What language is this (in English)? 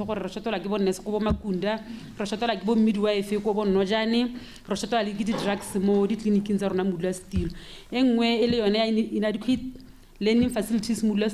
Tswana